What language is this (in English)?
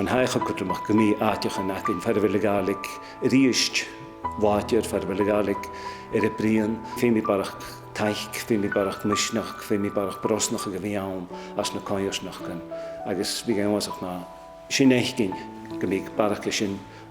Scottish Gaelic